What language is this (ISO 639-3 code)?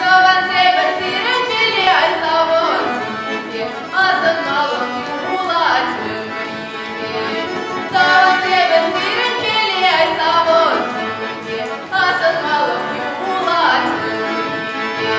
chv